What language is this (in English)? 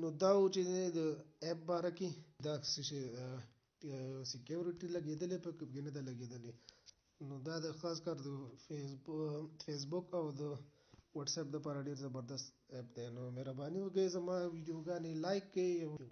Pashto